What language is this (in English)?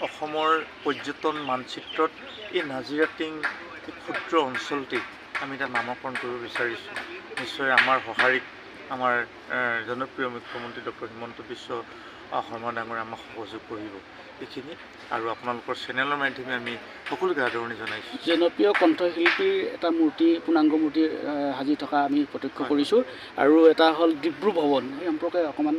Assamese